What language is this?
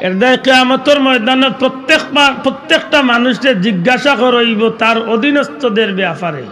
Sylheti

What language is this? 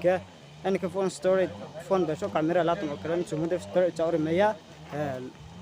Riang (India)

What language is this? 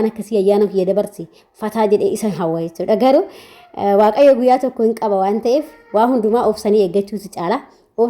Oromo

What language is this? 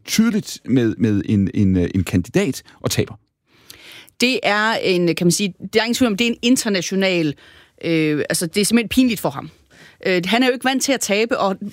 Danish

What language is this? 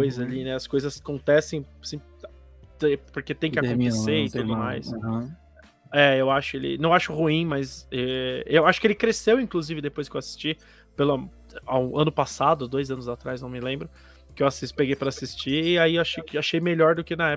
Portuguese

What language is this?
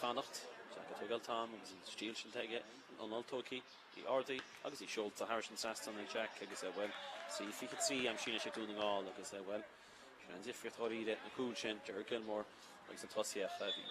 Irish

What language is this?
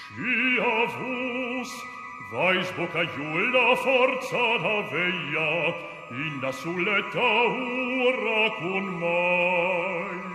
Romansh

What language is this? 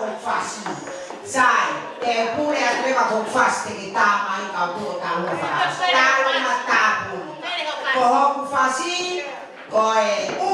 Tongan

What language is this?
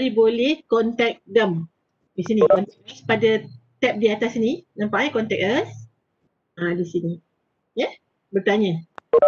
Malay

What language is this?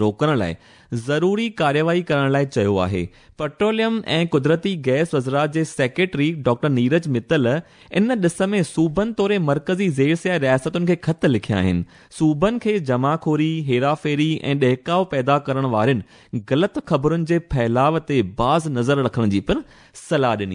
Sindhi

